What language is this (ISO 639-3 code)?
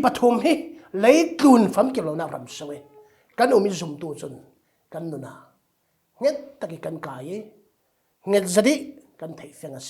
cfm